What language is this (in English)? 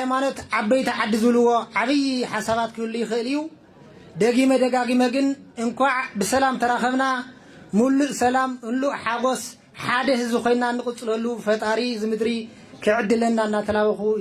Tigrinya